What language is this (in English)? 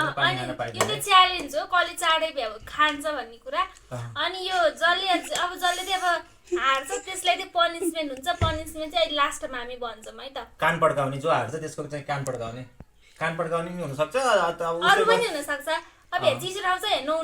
Nepali